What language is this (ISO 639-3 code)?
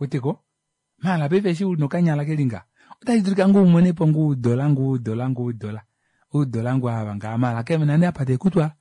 kua